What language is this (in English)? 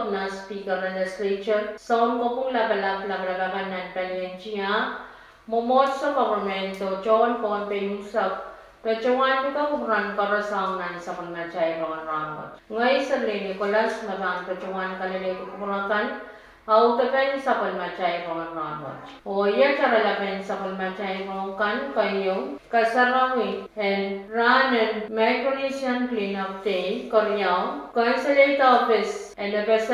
Pohnpeian